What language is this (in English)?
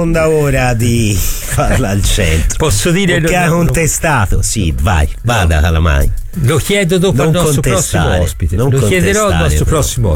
Italian